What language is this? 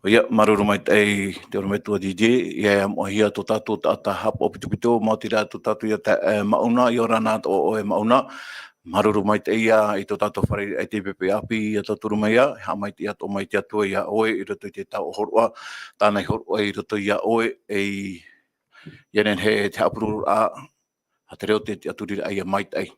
Tahitian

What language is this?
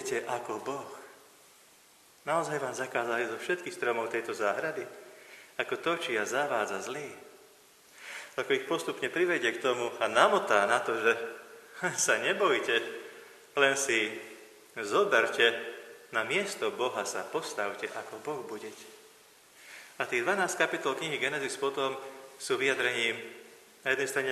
Slovak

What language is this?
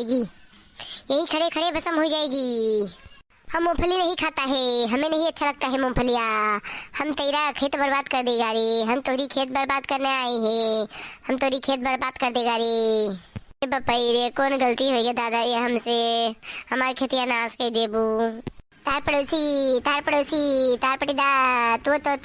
Awadhi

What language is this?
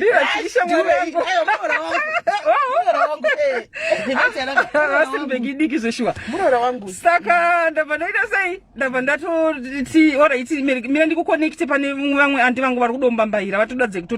Shona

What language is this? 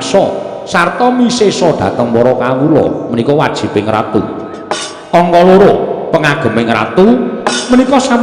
Javanese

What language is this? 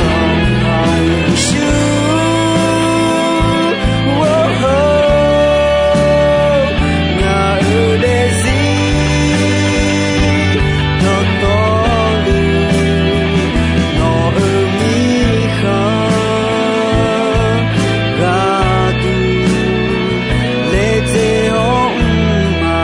Akha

